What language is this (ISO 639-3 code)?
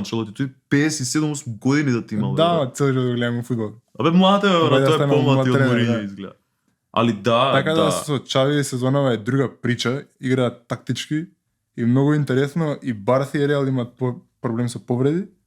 mkd